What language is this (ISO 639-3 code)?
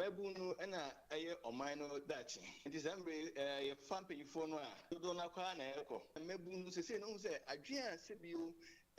aka